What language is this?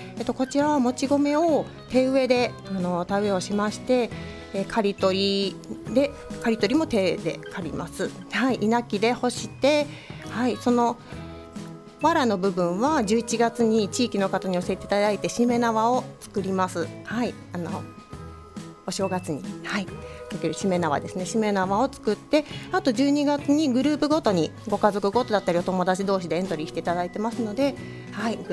Japanese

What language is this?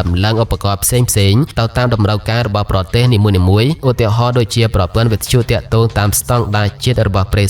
Khmer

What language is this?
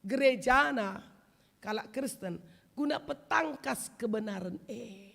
Batak Karo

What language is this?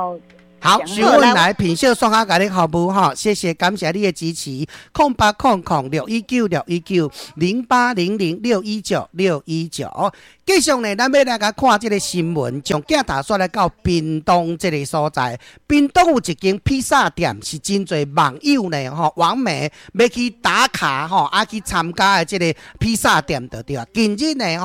Min Nan Chinese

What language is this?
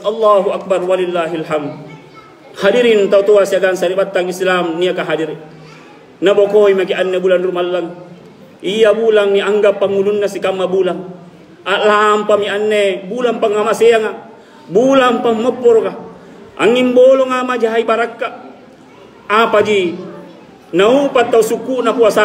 Makasar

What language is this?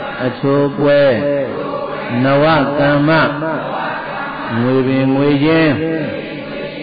Burmese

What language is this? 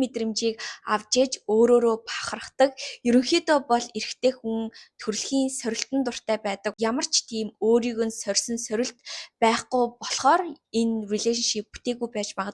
Mongolian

